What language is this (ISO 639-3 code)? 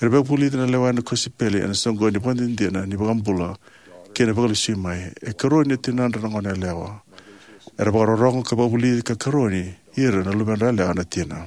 fij